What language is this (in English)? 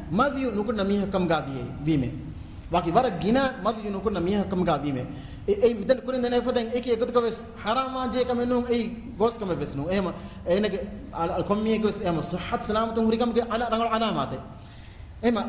Divehi